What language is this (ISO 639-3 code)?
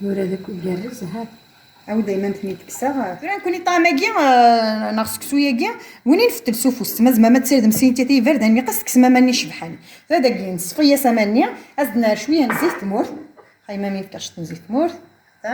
kab